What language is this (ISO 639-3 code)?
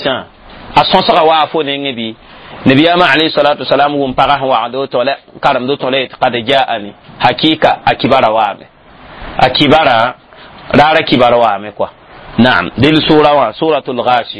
mos